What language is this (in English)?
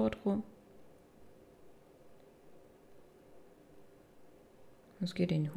Danish